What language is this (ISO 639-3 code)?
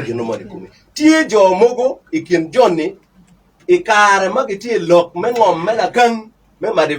ach